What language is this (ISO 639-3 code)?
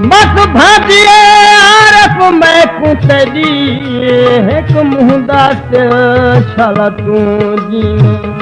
skr